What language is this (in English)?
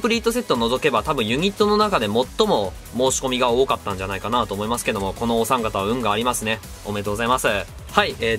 Japanese